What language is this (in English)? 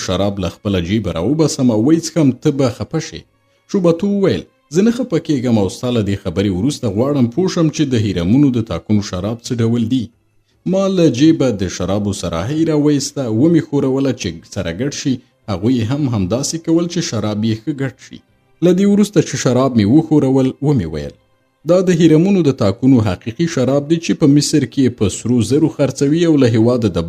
Pashto